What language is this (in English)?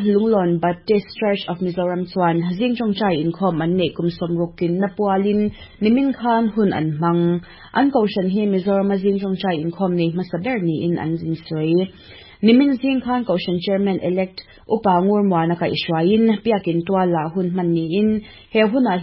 Mizo